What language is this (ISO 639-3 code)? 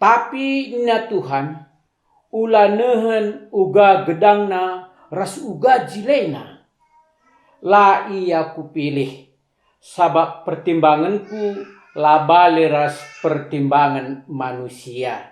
btx